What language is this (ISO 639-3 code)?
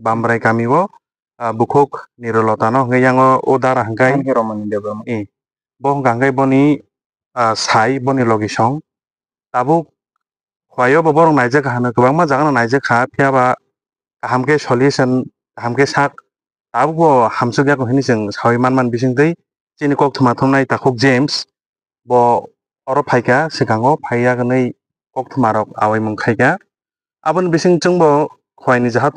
trp